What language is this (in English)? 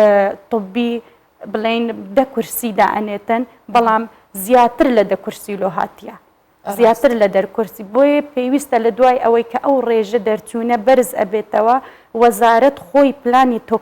Central Kurdish